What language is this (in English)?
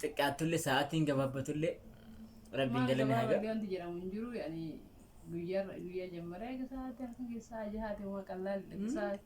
Oromo